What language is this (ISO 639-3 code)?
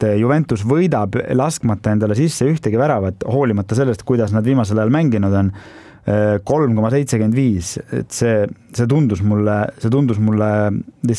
est